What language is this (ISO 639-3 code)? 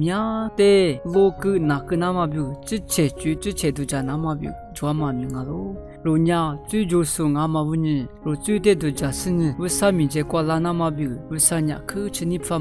lis